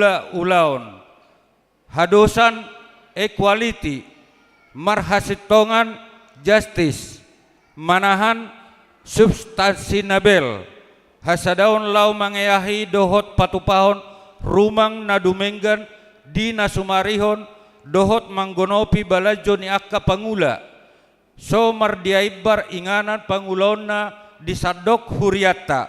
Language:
Batak Toba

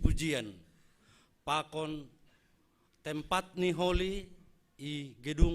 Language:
Batak Simalungun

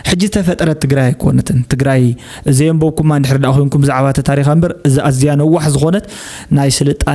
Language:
Tigrinya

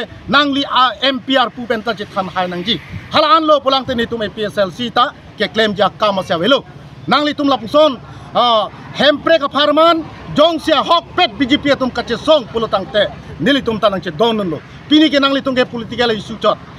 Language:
Karbi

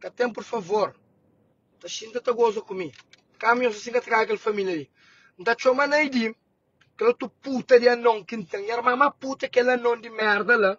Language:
Kabuverdianu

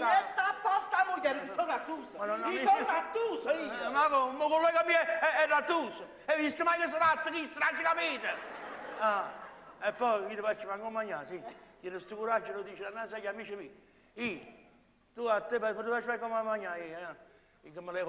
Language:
Neapolitan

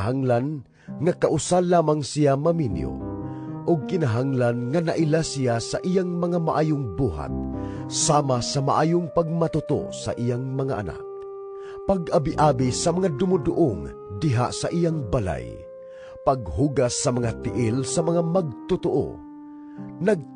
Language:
Cebuano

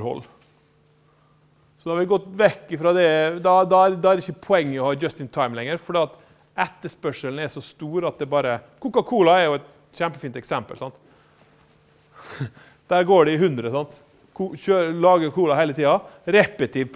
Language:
Norwegian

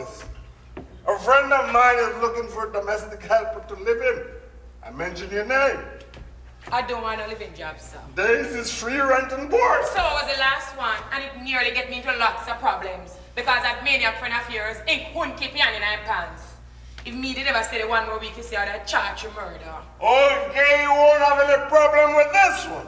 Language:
Jamaican Creole English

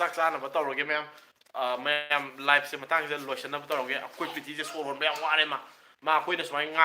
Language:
Manipuri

